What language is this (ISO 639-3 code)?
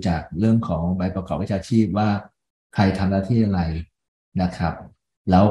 tha